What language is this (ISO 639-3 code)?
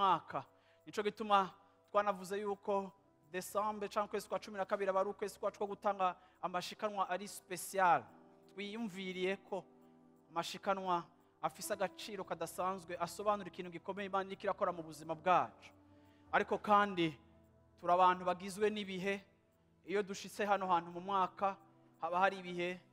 run